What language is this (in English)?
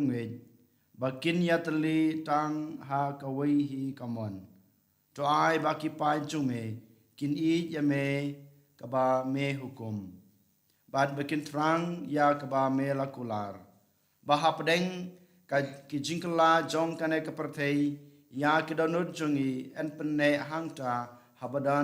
Khasi